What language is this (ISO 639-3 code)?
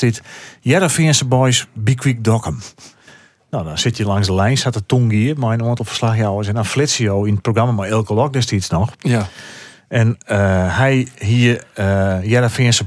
fry